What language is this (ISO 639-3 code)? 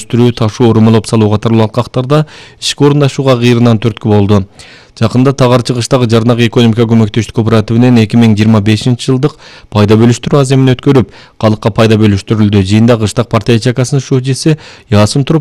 kir